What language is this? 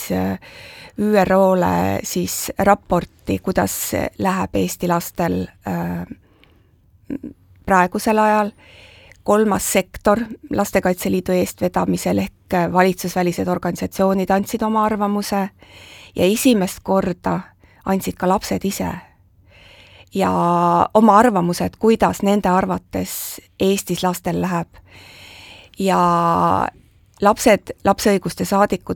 Estonian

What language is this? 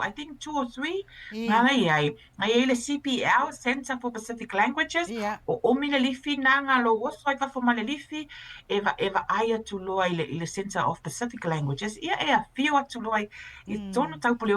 Samoan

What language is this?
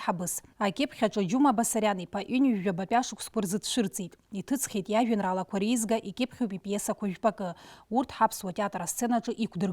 Abkhazian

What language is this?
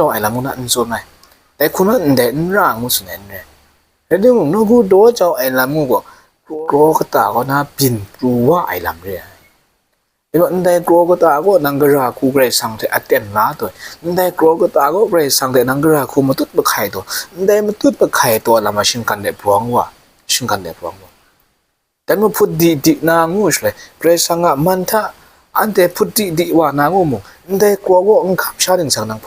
Kachin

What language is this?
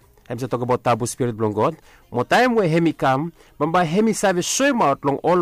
Bislama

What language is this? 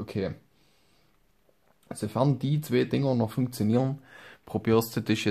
German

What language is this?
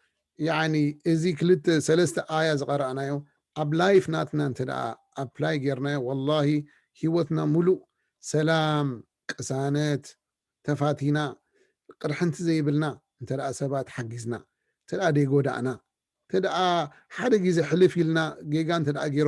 Tigrinya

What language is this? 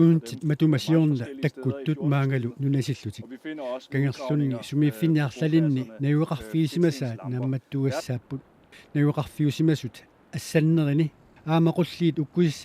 Kalaallisut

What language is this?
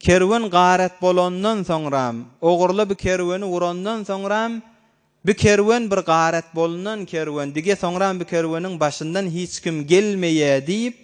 Turkmen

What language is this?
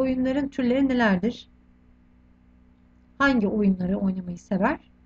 Turkish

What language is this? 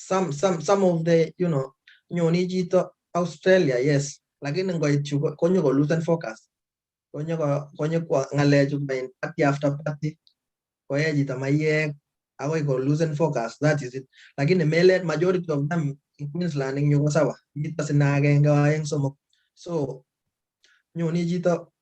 Kalenjin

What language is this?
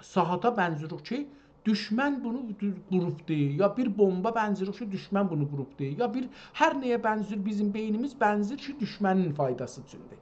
South Azerbaijani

